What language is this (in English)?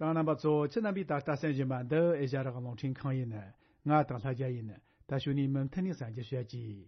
Tibetan